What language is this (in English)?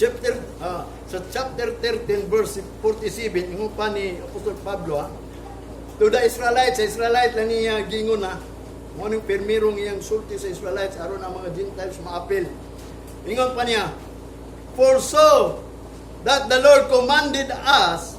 Cebuano